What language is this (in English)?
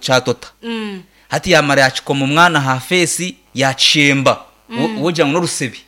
Nyankole